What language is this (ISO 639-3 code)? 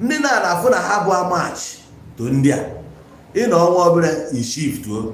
ibo